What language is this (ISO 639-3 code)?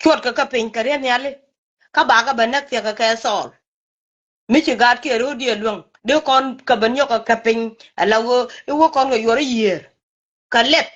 nus